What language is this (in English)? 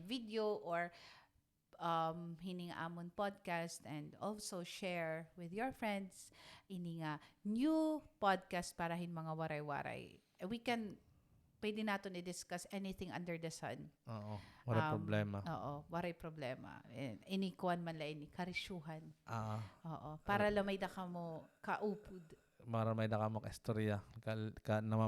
Waray